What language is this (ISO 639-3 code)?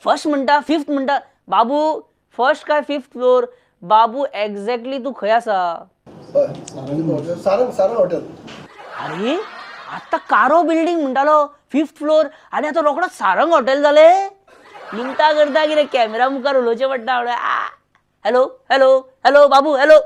kok